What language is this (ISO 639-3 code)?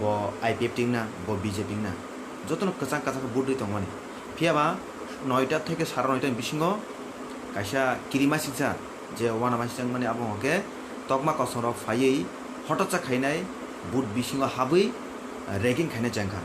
trp